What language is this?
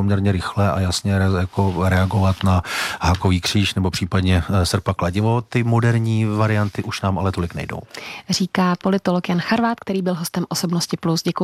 Czech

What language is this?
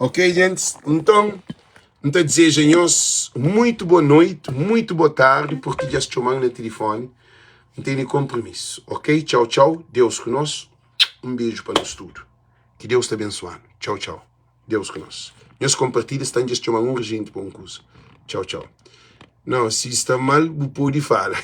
Kabuverdianu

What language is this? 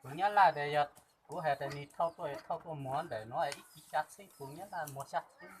Hmong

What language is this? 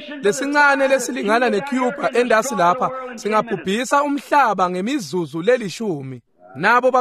Swati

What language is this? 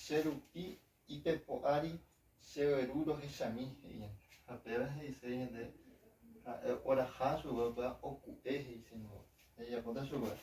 Guarani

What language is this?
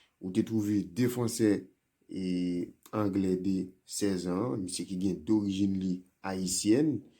Haitian Creole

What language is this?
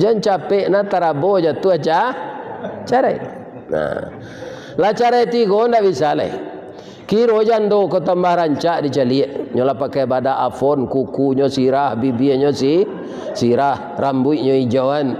Minangkabau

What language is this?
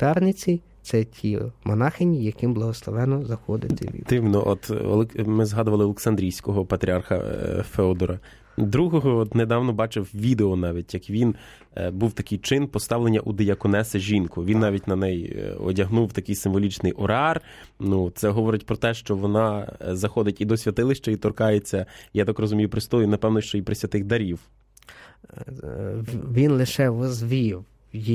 Ukrainian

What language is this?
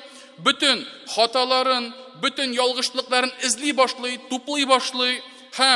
Tatar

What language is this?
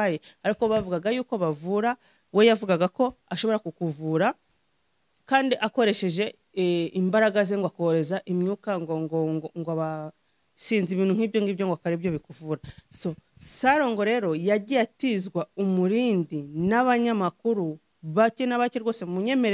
Kinyarwanda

